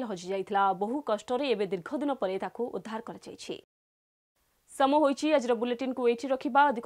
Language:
Odia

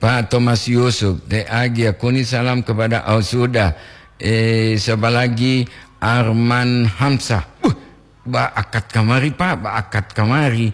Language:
Gorontalo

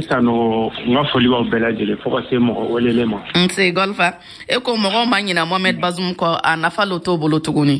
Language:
Bambara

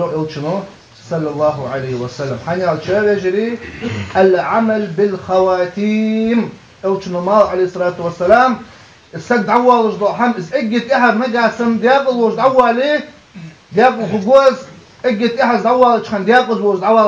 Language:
Ingush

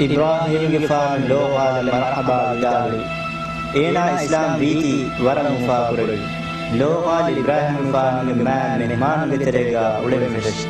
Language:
Divehi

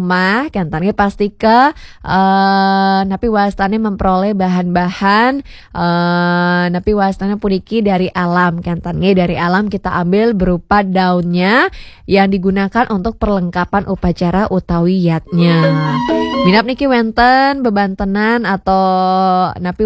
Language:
Balinese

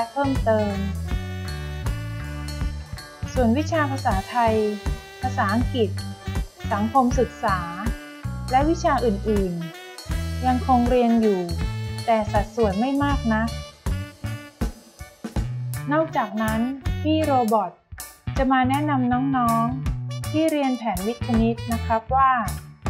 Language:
Thai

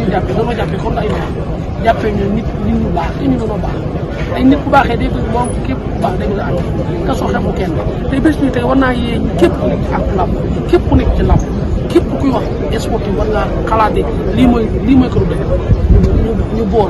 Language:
Wolof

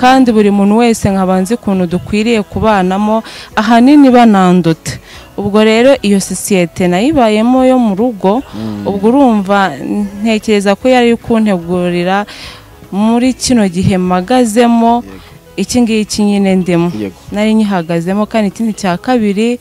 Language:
Kinyarwanda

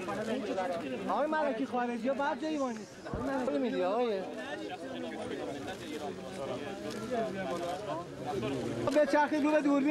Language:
Persian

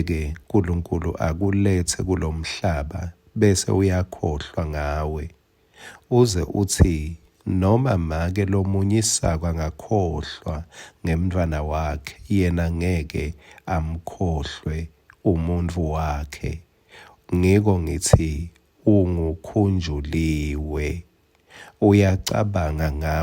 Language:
Swati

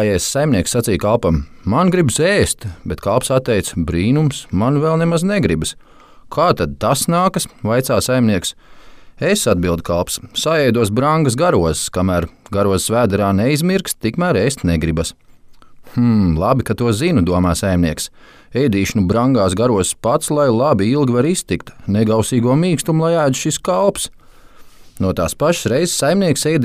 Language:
Latvian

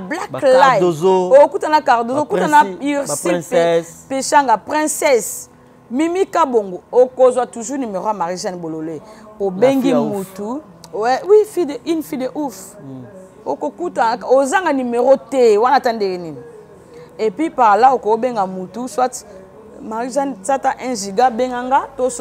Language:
Lingala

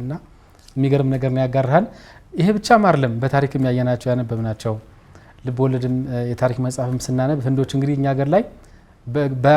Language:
Amharic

